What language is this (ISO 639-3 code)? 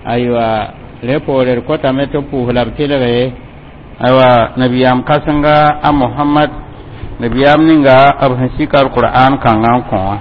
mos